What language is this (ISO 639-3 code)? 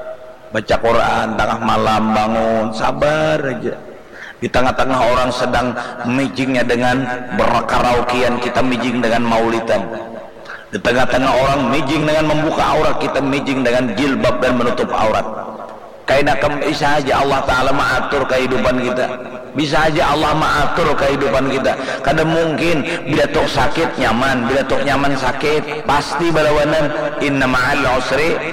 bjn